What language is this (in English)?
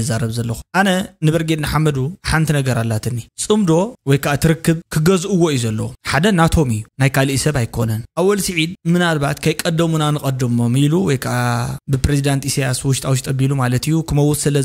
Tigrinya